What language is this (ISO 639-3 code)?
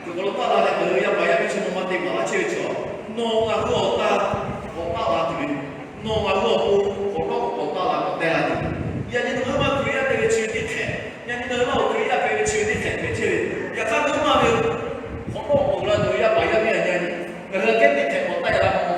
lhu